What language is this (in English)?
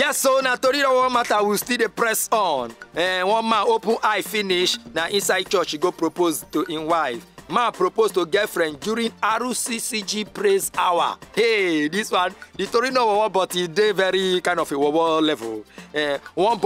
Nigerian Pidgin